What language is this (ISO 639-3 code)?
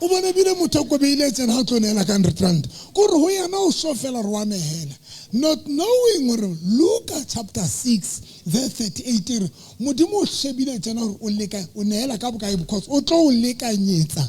sot